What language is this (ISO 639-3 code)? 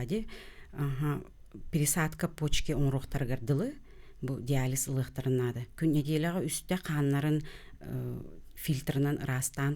sah